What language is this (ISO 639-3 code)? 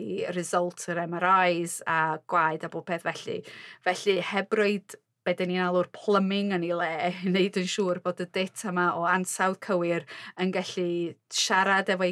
cym